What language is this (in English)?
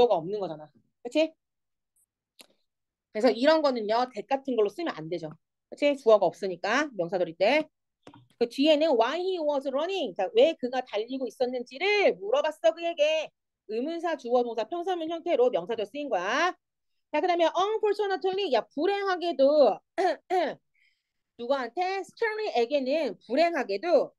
Korean